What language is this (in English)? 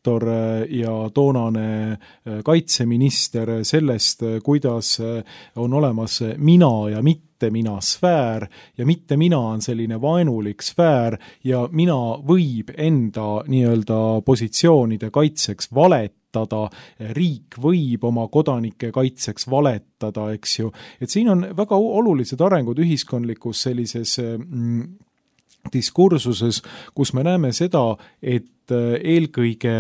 Estonian